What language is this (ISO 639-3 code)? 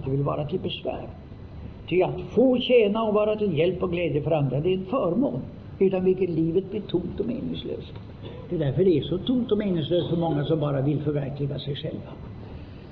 swe